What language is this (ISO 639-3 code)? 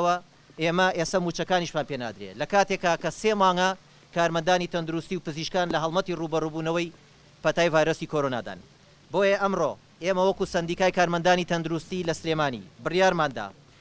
ckb